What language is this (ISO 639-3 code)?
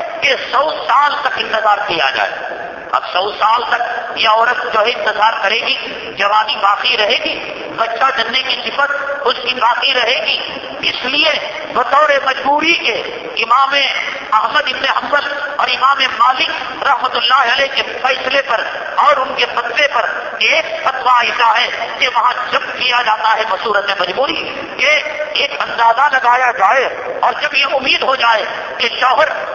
urd